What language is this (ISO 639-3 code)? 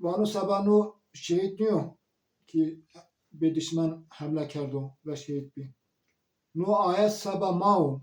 zza